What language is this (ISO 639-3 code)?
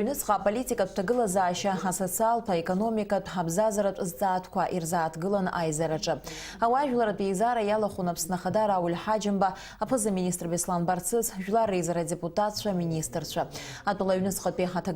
abk